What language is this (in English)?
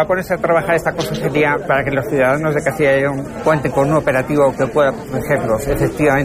Spanish